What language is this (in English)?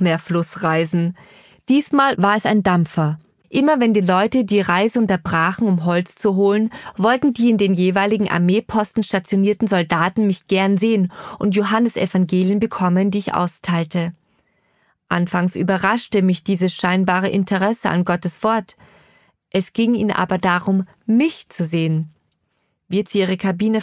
German